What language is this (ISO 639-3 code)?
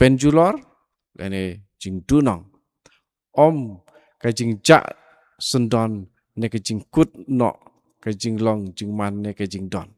kha